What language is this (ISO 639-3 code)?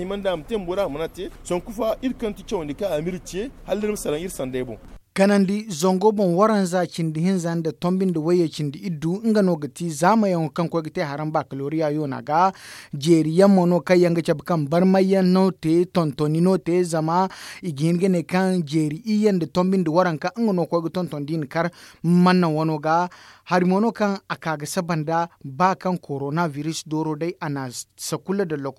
dje